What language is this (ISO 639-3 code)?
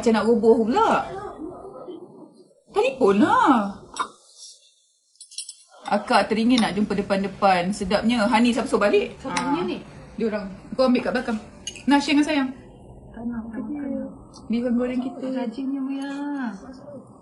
msa